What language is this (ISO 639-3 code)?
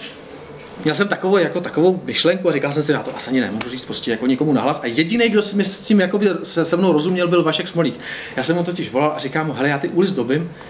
ces